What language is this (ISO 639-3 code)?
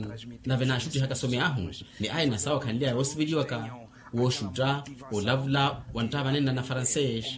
vmw